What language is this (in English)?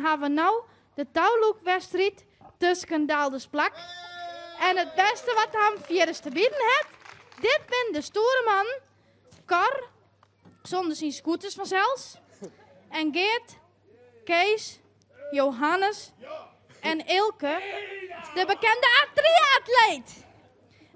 Western Frisian